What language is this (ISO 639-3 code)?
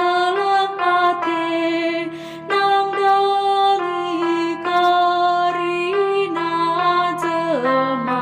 btx